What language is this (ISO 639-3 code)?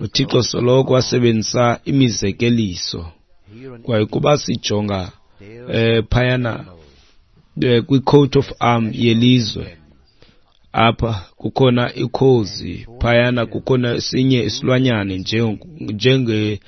xho